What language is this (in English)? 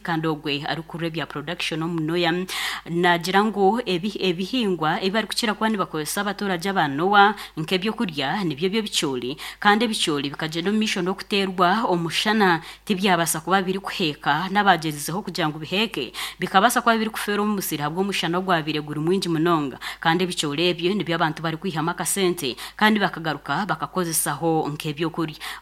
Nyankole